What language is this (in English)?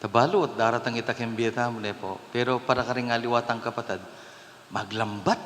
Pampanga